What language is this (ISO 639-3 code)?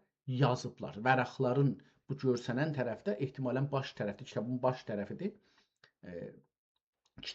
azb